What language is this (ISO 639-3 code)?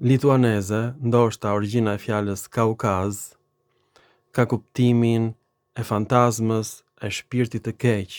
sqi